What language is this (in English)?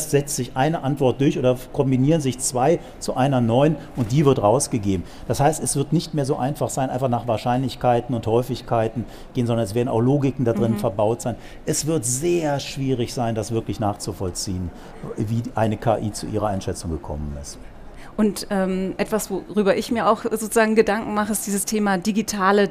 German